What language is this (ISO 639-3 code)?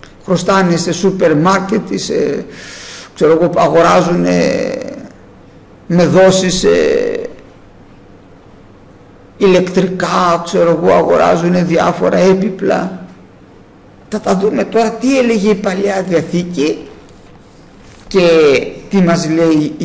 ell